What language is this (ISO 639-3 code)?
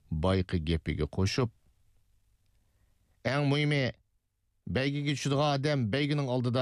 uig